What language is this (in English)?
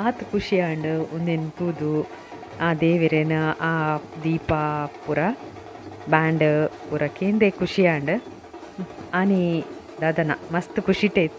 Tulu